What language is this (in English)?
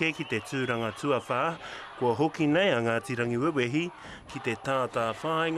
Māori